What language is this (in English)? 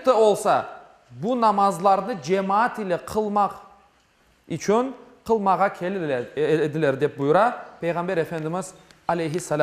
Crimean Tatar